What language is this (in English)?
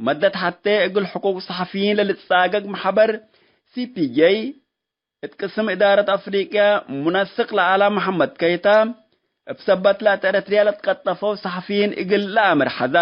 Tigre